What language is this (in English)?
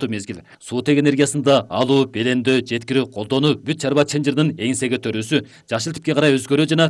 Kyrgyz